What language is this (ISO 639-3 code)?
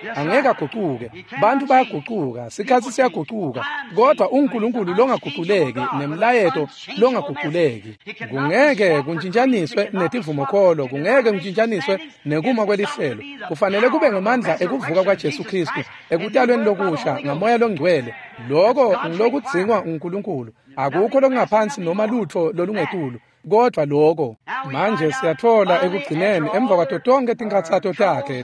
ssw